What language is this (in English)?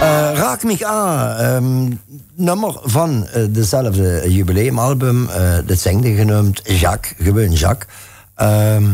Limburgish